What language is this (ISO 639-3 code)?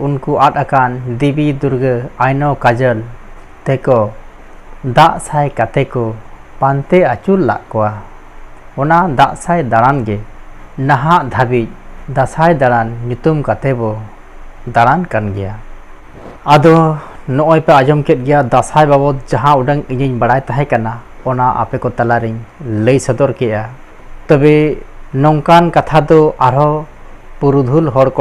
sat